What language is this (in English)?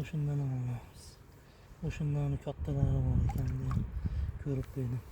Uzbek